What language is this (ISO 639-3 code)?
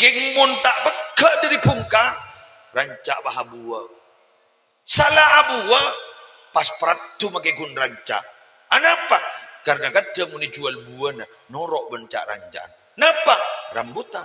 mad